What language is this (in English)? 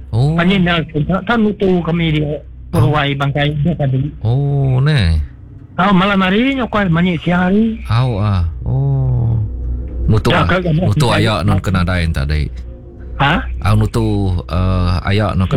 Iban